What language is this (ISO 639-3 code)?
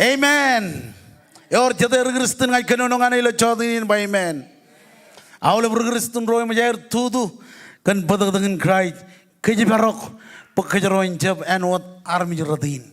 mah